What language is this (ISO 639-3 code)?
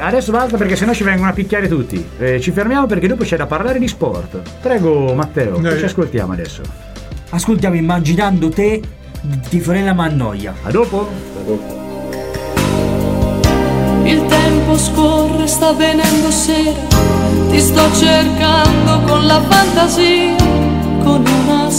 ita